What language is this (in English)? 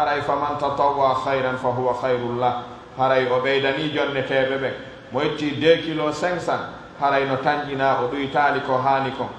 Pular